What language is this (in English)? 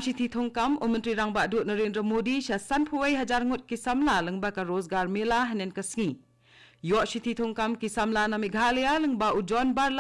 Khasi